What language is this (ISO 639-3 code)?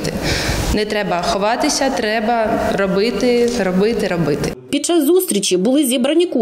ukr